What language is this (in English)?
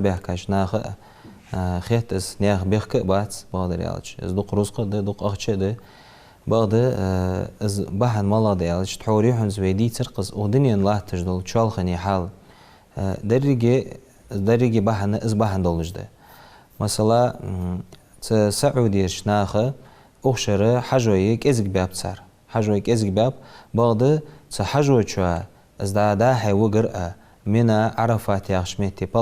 Ingush